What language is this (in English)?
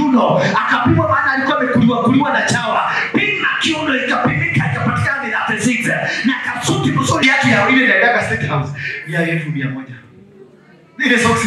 Swahili